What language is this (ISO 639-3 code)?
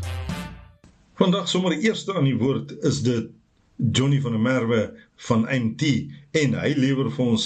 afr